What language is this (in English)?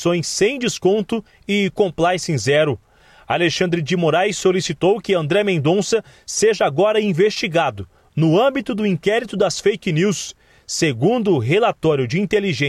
Portuguese